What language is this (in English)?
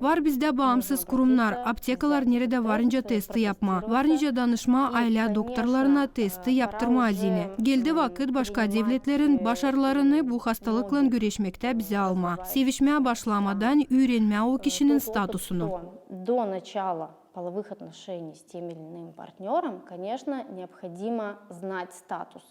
Gagauz